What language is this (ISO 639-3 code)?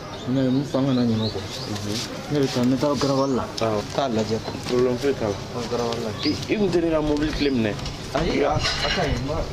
bam